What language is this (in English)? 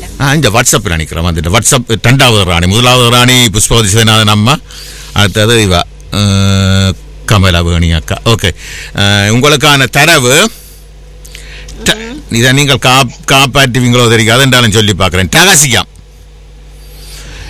Tamil